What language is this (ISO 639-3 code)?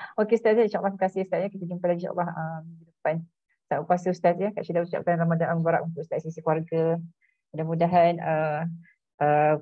msa